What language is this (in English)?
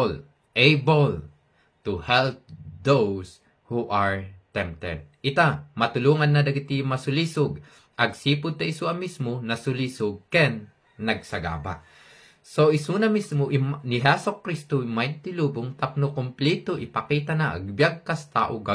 Iloko